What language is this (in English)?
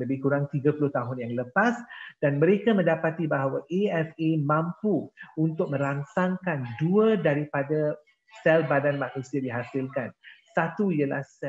Malay